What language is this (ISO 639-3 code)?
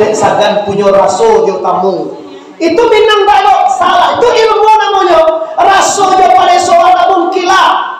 min